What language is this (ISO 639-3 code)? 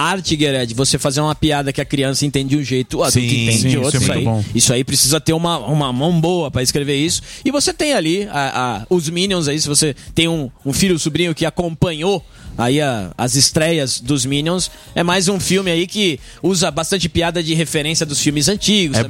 por